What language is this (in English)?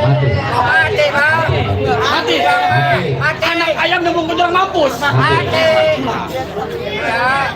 Betawi